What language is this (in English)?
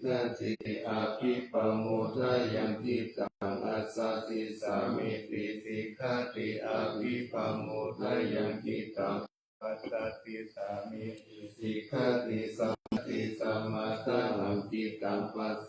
Pali